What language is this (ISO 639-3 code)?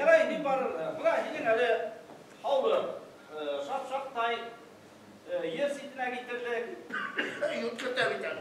bak